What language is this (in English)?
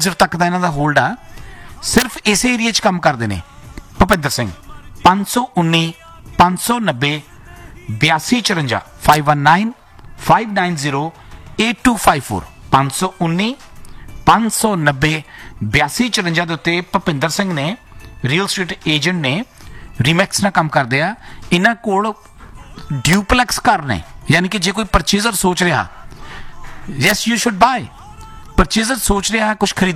Punjabi